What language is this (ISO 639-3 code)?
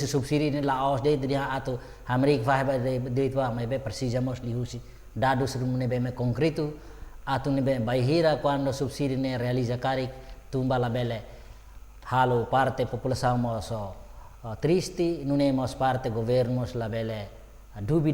tet